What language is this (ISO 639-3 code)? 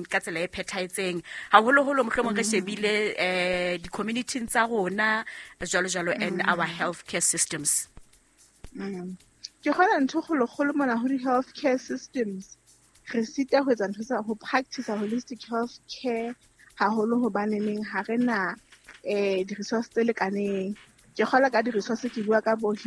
sot